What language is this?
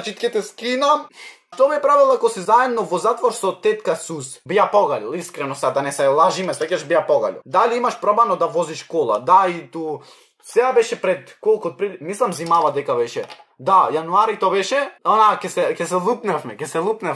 Macedonian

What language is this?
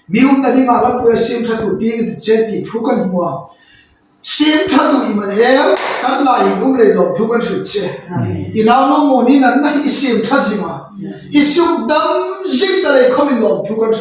Hmar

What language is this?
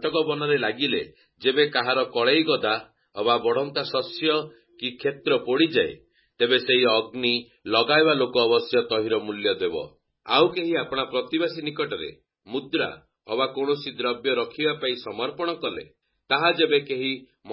Odia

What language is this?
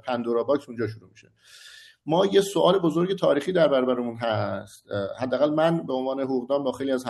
Persian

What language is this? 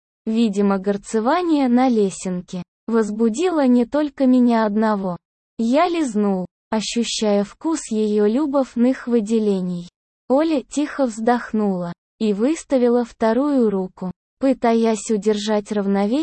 Russian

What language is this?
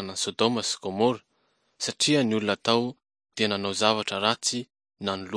Malagasy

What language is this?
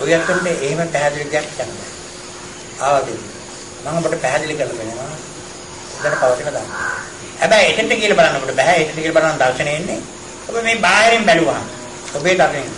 Sinhala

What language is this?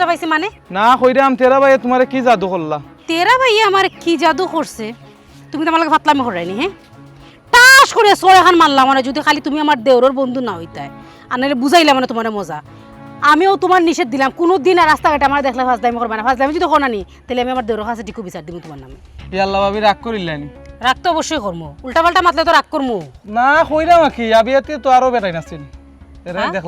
Sylheti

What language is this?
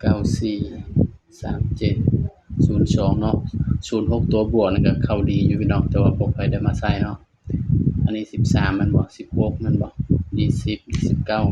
Northeastern Thai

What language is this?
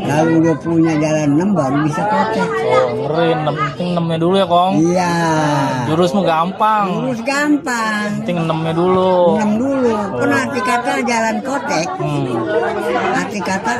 Betawi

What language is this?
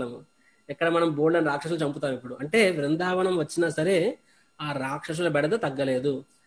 Telugu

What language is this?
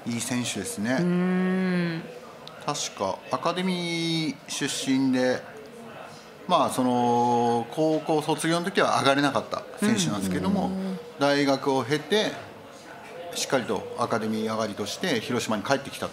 Japanese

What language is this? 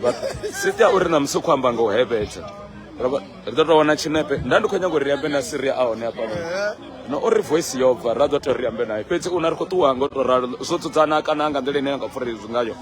Venda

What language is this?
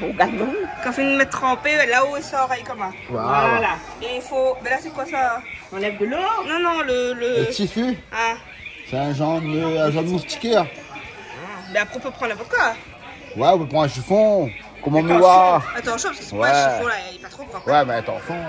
Réunion Creole French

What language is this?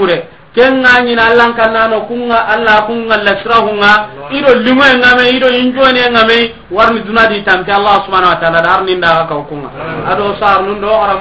Soninke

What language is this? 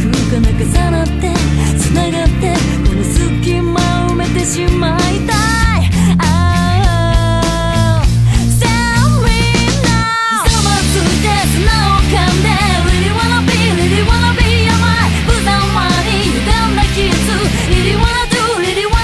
Japanese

